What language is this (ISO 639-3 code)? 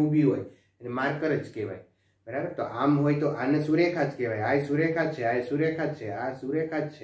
guj